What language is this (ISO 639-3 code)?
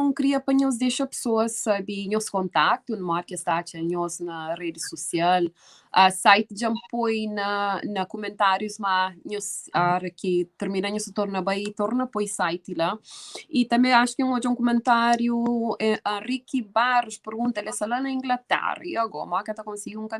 kea